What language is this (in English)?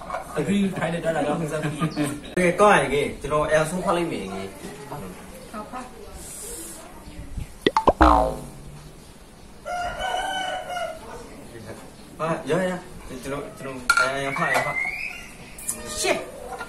Burmese